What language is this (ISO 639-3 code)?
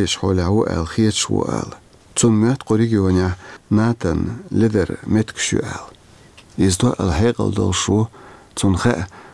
che